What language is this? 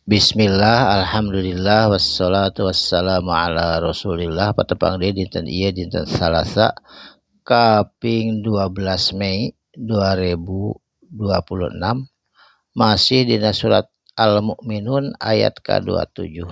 Sundanese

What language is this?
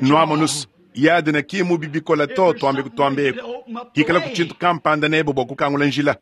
Luba-Lulua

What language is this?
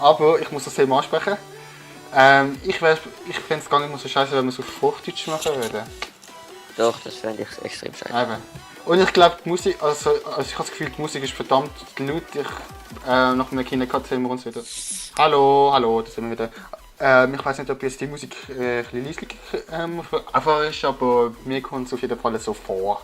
Swiss German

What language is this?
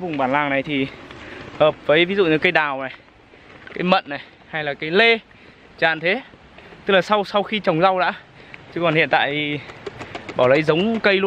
Vietnamese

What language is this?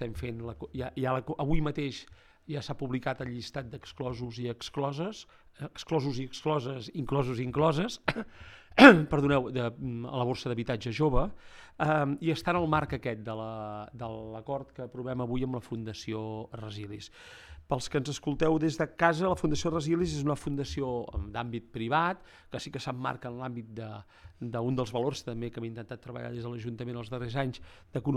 Catalan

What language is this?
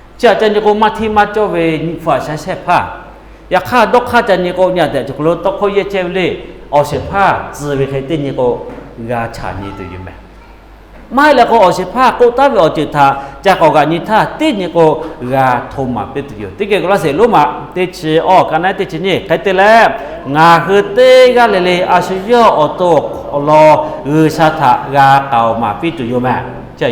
Lahu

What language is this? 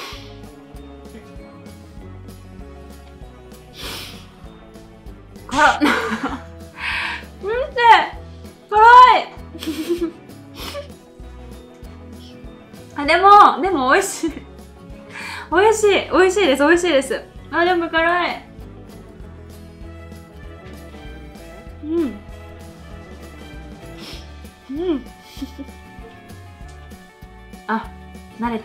Japanese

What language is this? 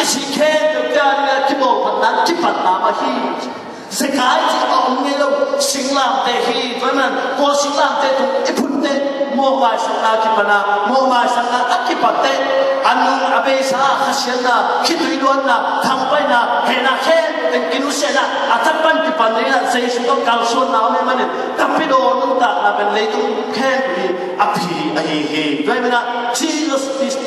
Tedim Chin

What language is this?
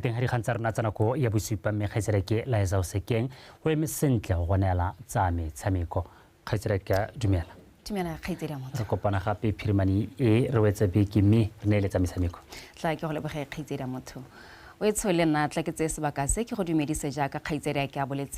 Tswana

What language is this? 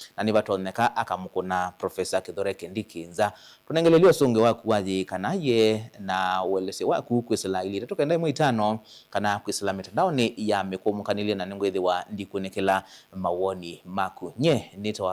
Kamba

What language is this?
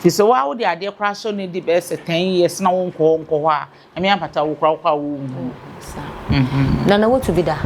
Akan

